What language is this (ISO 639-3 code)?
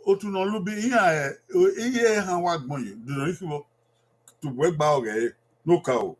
bin